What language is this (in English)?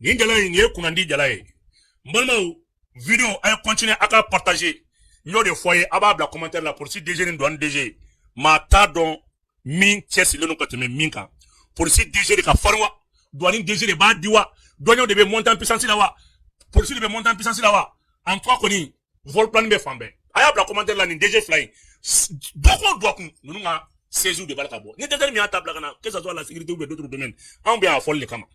Bambara